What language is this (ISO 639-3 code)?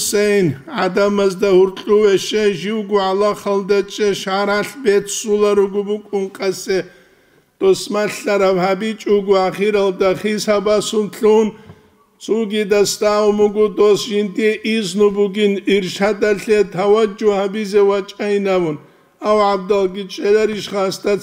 ava